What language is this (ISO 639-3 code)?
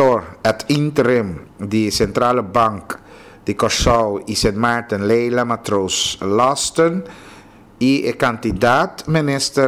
pap